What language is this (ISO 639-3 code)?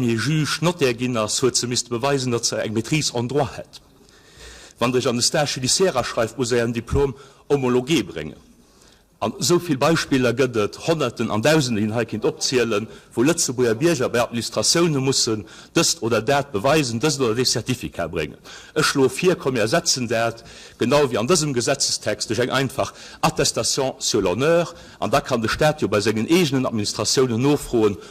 ltz